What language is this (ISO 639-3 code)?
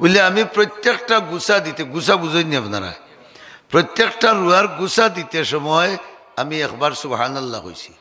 syl